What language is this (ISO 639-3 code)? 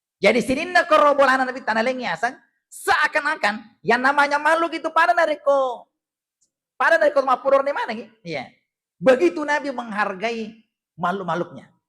bug